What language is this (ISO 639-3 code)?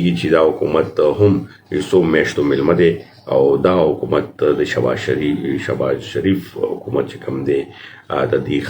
pus